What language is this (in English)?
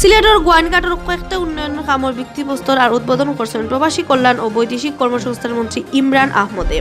Sylheti